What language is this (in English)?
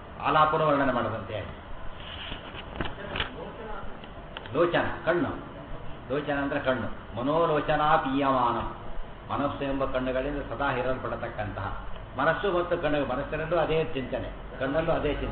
Kannada